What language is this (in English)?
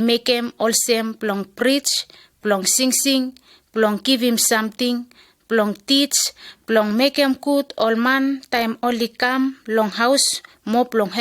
Bislama